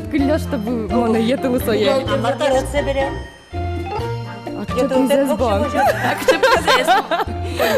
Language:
Udmurt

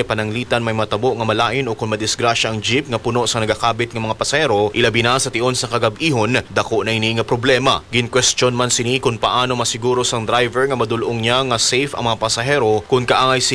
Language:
Hiligaynon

